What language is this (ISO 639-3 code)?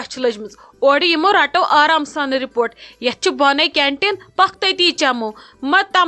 kas